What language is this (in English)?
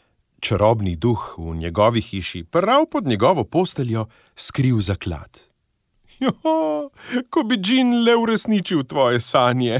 Slovenian